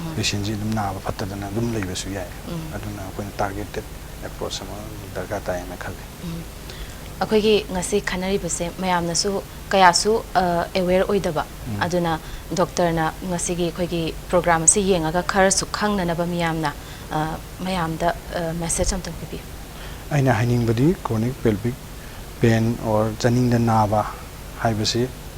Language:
Manipuri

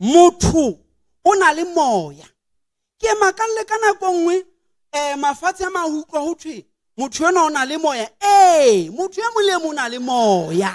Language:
Southern Sotho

